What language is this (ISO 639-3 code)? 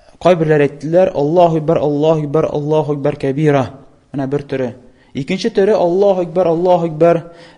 tat